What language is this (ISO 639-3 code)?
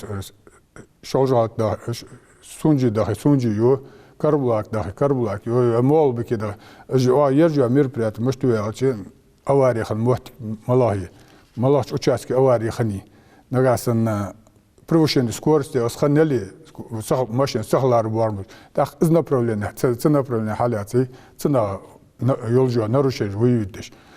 inh